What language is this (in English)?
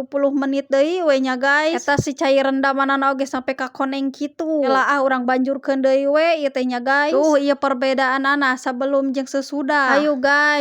Sundanese